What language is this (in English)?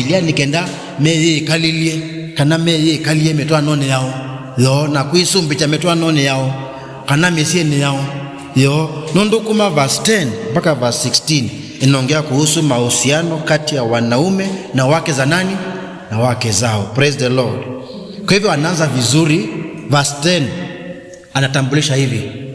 Kamba